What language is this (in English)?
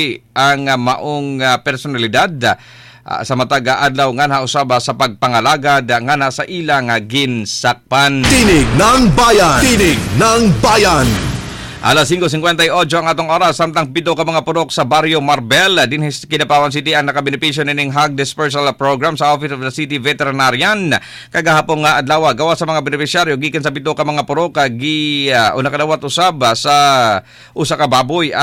Cebuano